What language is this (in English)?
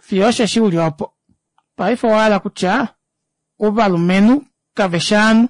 Kuanyama